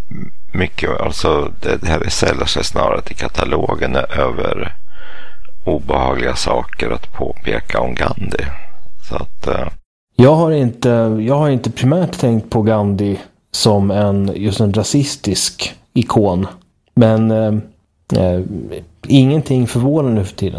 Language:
Swedish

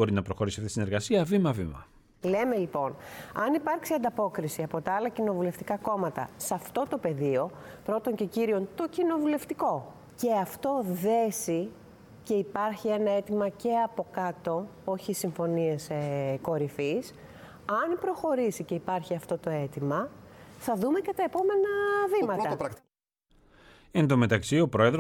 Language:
Greek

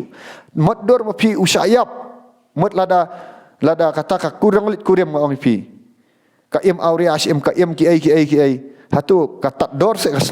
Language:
Khasi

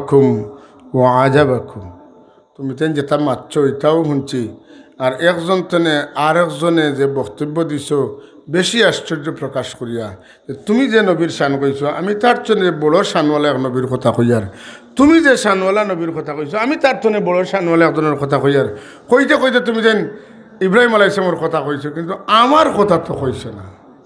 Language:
Sylheti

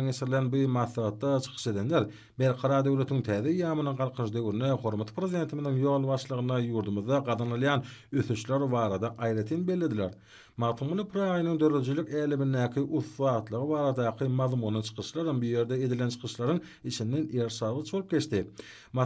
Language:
Turkmen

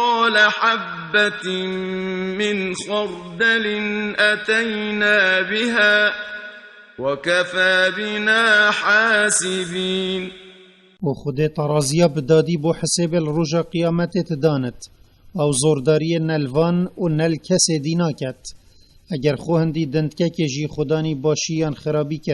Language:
Kurdish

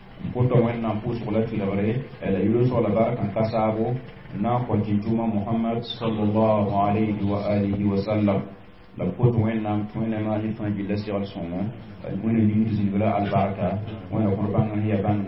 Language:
Mossi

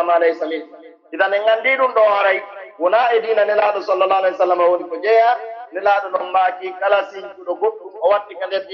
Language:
Pular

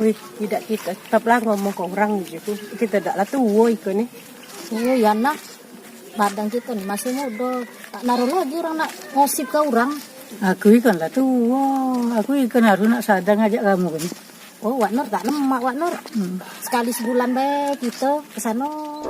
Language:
Musi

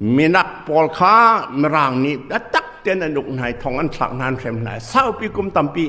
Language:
Hakha Chin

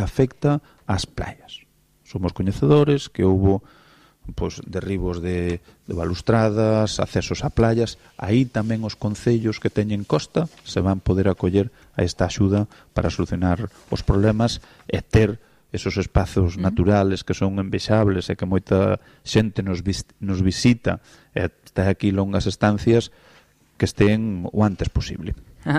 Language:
Galician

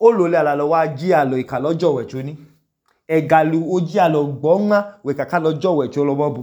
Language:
Idoma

